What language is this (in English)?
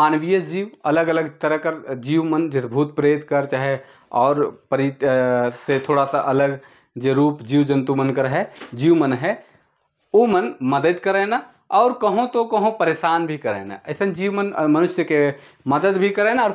Sadri